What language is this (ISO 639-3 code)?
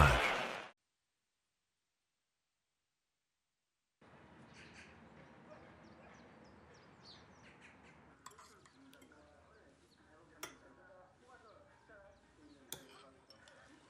tur